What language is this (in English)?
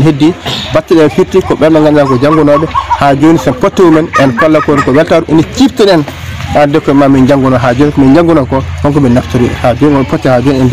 Fula